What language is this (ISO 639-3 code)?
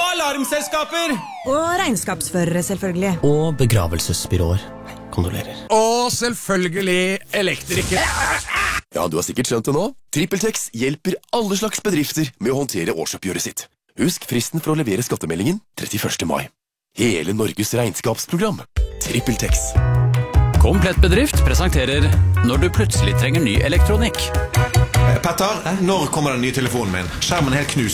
nor